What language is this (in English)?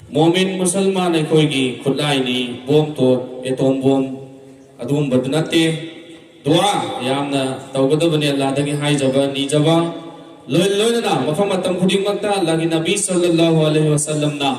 Manipuri